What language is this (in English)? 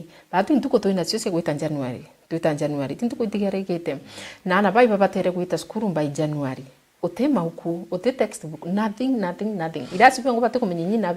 Meru